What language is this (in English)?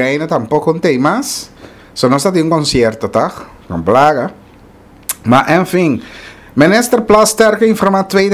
Papiamento